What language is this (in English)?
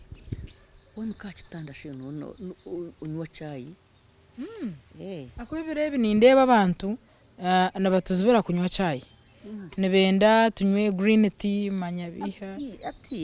Nyankole